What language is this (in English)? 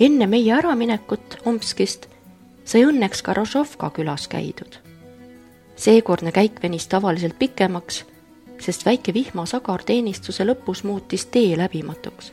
Estonian